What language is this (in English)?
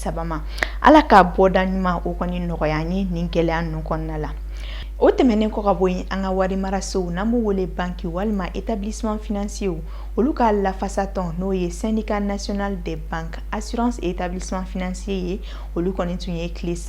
Bambara